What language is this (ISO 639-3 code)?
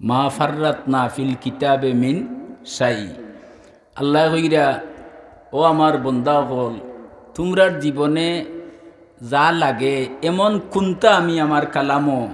syl